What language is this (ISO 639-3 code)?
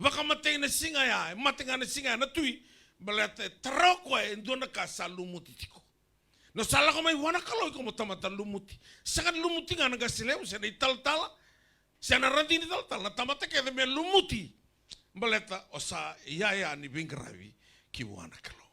fij